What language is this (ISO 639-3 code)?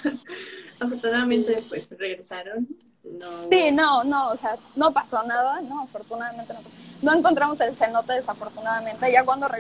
spa